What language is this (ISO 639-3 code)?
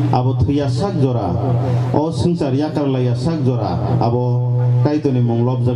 trp